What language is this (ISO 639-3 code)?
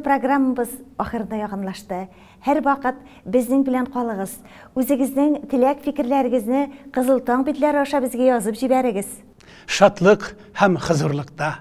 tat